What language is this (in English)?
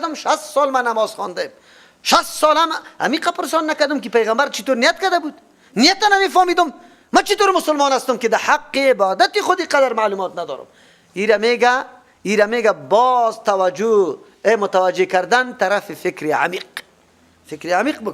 Persian